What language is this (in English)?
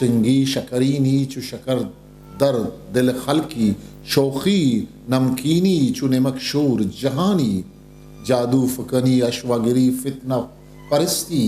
Eastern Balochi